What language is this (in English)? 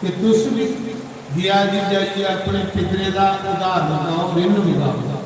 Dogri